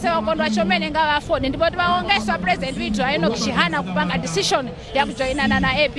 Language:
Nyanja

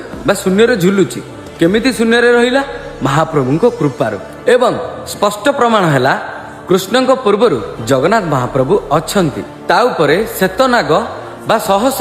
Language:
Odia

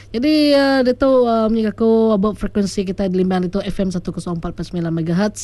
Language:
Malay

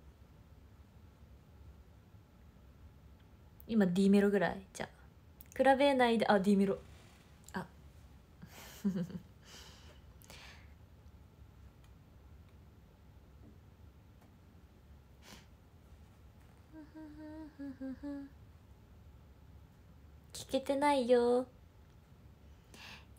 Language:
Japanese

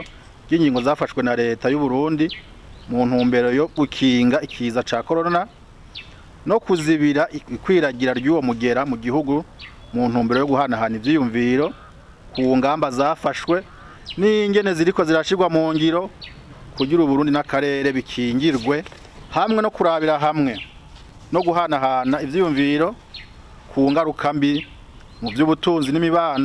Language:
Rundi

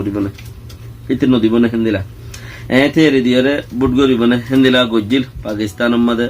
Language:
Rohingya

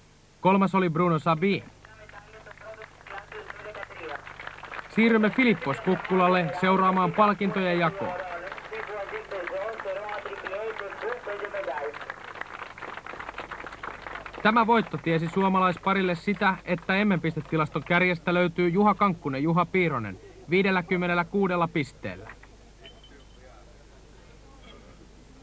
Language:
Finnish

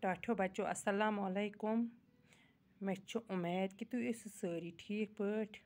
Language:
Kashmiri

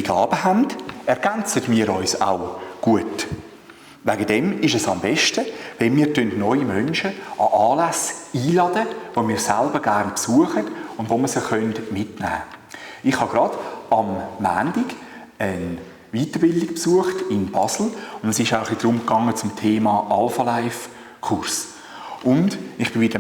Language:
Swiss German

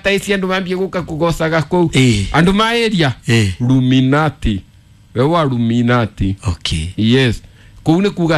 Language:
Kikuyu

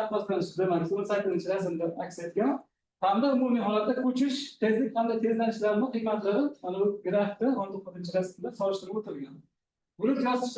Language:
Uzbek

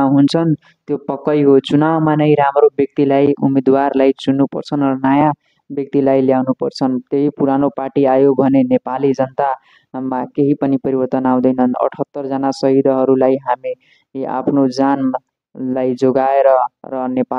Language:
Nepali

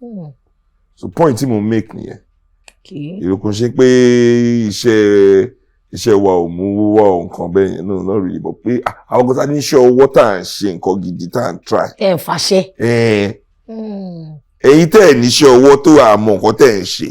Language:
Yoruba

